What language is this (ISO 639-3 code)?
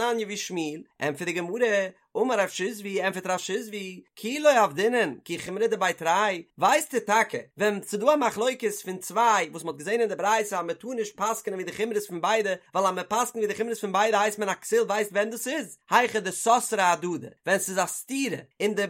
yid